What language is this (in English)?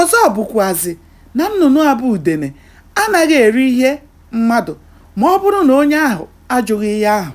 Igbo